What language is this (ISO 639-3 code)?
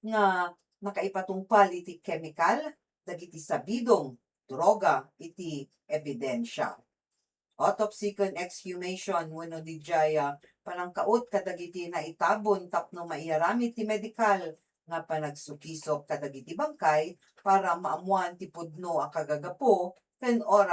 ilo